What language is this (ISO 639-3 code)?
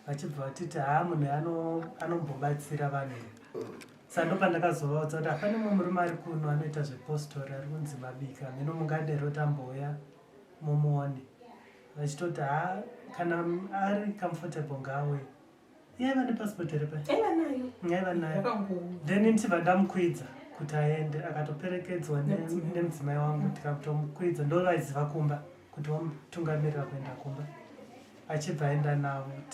sna